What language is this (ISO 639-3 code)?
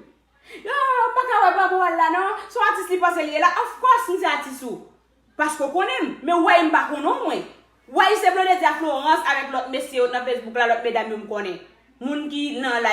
hat